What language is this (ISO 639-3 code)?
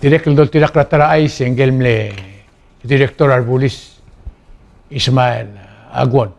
pau